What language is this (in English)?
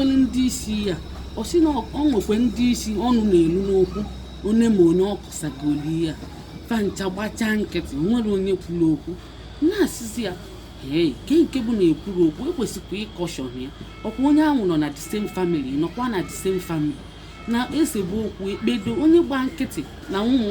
Igbo